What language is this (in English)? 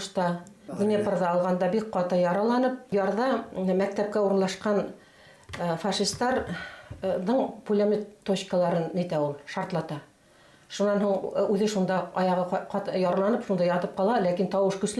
Bashkir